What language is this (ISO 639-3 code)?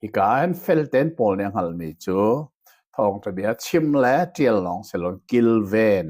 cnh